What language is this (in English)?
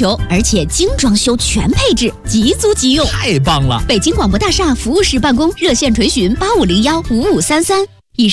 Chinese